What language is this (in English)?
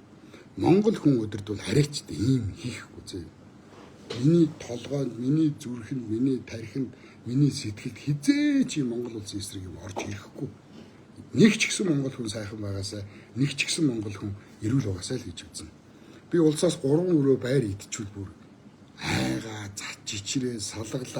Mongolian